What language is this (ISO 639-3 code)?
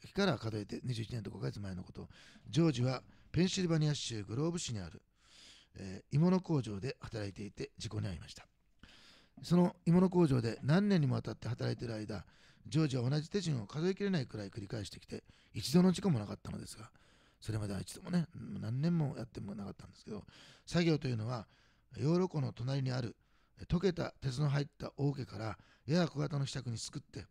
jpn